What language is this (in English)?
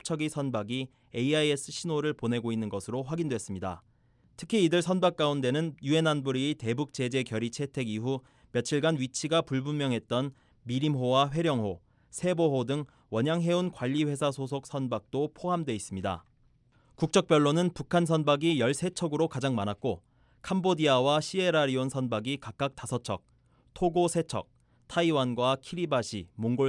Korean